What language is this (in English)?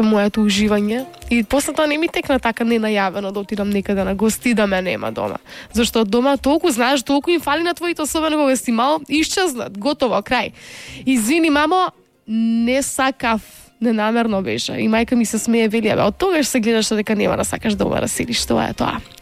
Macedonian